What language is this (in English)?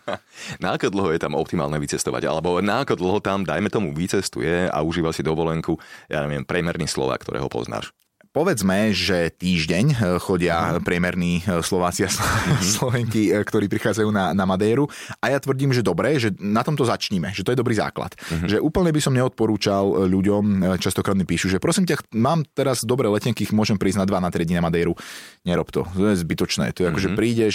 Slovak